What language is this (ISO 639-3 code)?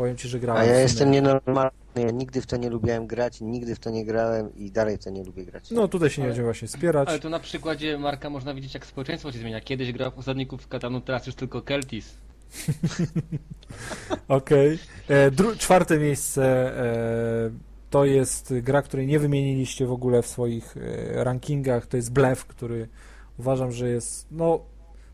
pol